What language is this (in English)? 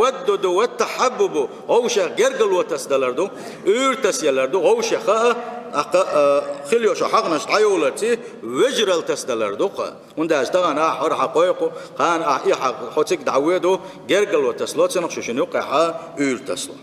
Chechen